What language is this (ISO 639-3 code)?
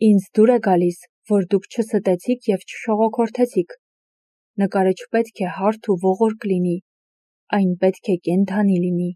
hye